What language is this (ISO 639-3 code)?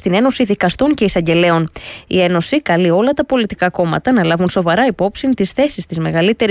ell